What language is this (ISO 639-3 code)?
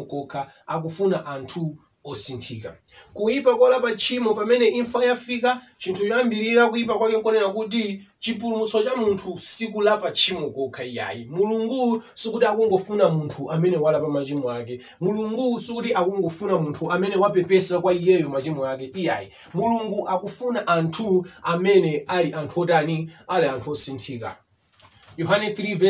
nya